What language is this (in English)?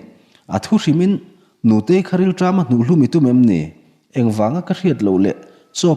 Mizo